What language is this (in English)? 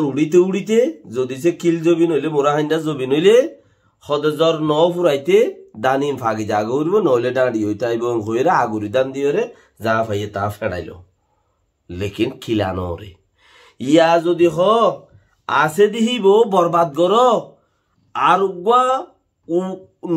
Rohingya